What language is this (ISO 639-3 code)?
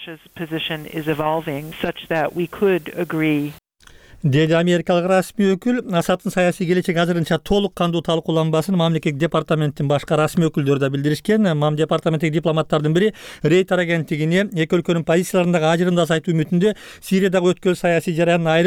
kir